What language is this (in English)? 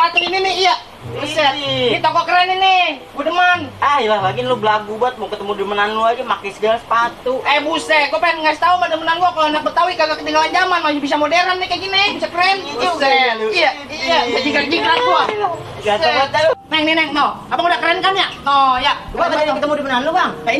Betawi